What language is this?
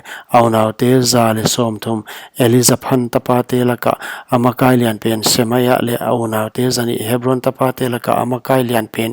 Paite Chin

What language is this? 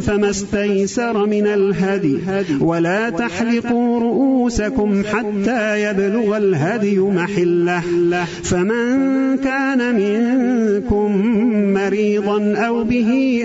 Arabic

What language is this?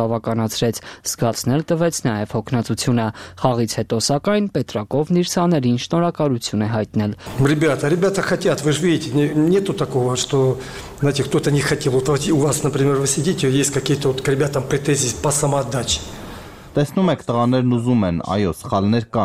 Armenian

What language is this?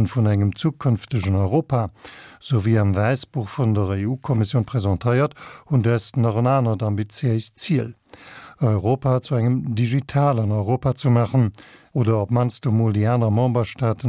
Luxembourgish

